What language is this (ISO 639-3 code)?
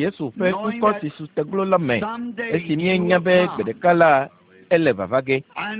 ewe